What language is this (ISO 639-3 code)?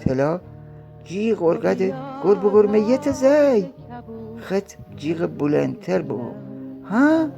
glk